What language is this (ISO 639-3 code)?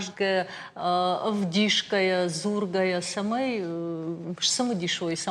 oss